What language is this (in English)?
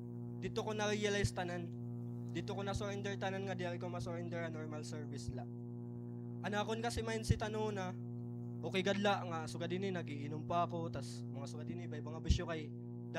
Waray